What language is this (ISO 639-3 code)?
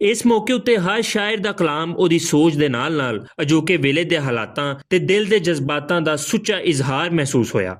lah